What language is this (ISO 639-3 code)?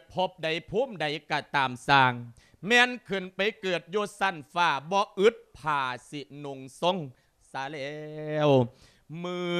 lao